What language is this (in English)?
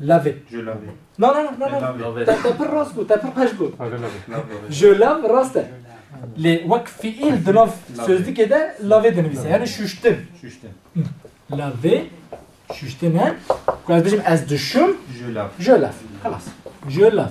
Kurdish